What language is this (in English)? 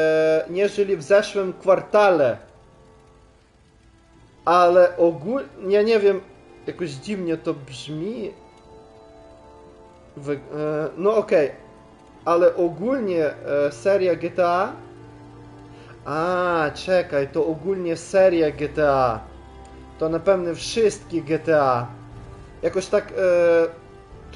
Polish